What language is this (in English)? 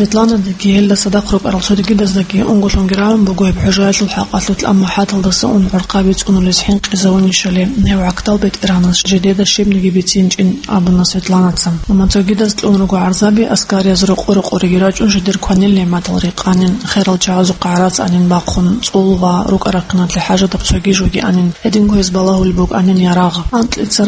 Avaric